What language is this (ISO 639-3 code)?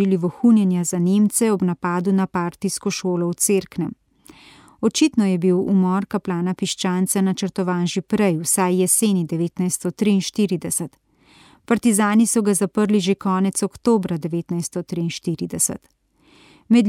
slv